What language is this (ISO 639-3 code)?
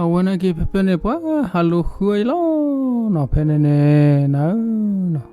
ksw